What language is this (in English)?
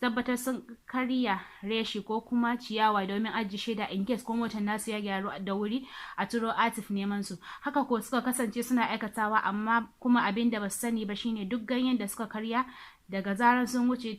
Hausa